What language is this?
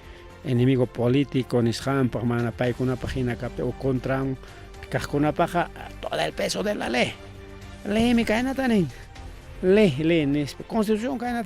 Ayacucho Quechua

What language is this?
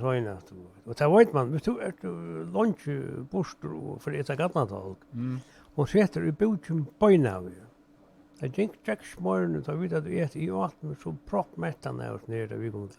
Faroese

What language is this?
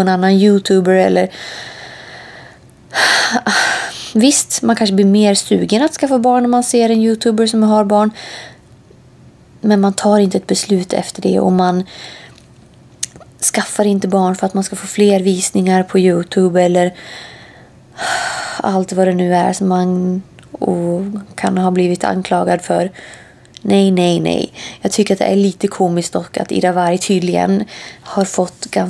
Swedish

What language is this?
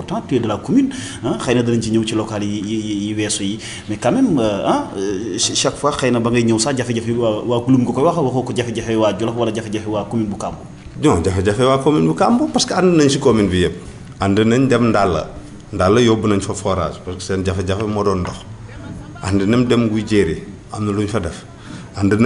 Wolof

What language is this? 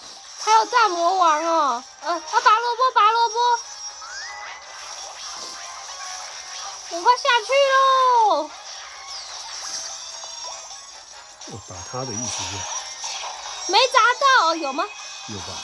Chinese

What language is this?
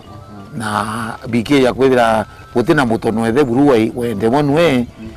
Meru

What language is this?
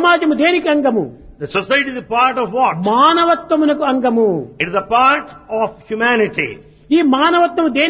Telugu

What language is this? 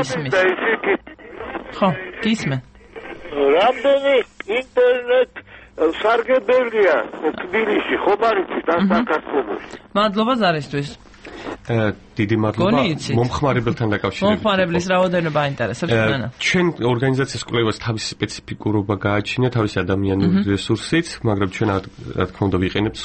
Georgian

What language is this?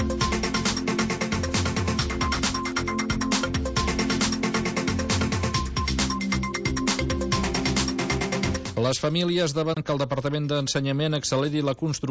Catalan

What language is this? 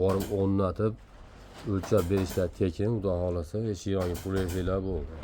Uzbek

